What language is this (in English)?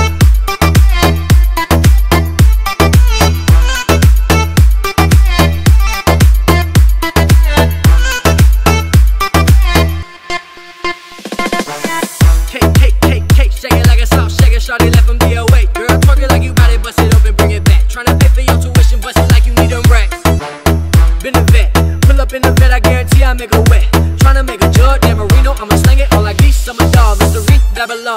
English